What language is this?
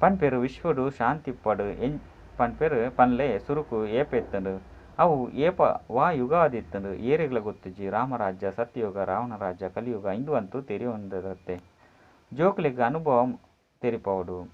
Tulu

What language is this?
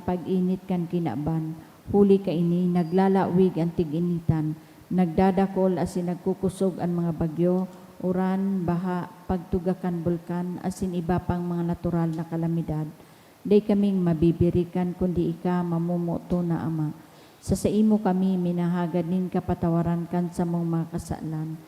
Bikol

